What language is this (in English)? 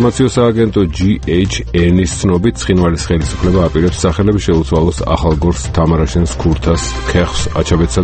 Georgian